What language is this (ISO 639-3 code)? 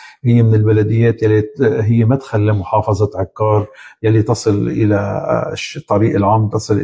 apc